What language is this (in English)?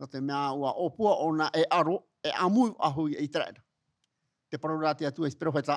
Tahitian